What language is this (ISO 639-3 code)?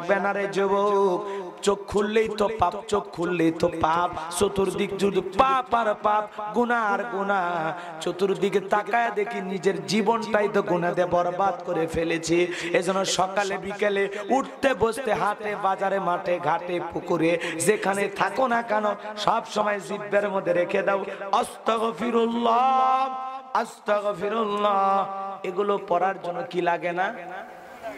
ben